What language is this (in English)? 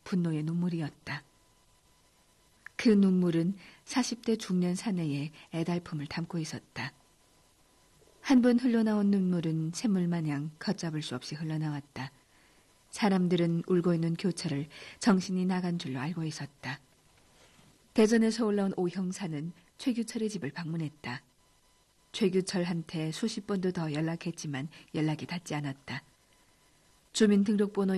Korean